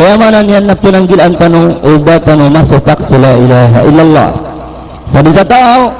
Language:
Maranao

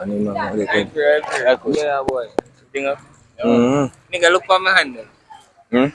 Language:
Jamaican Creole English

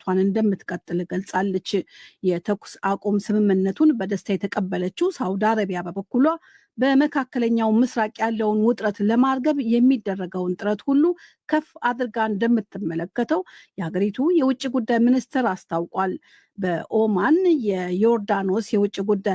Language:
Amharic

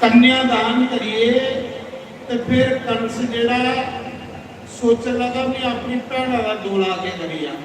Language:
Dogri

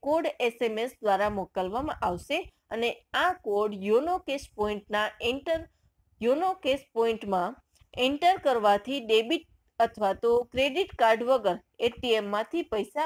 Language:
Gujarati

